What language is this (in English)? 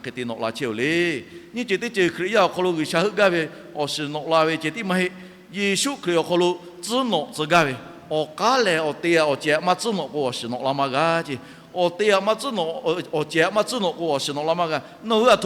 Lahu